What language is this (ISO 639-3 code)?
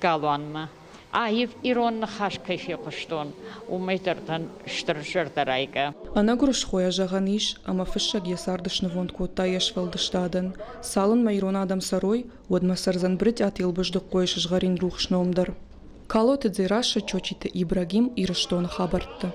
oss